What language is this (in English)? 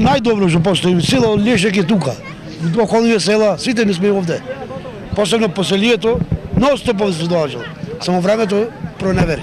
Macedonian